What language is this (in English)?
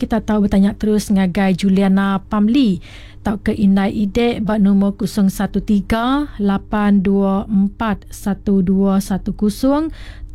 Iban